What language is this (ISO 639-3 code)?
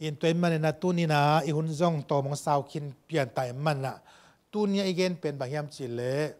ctd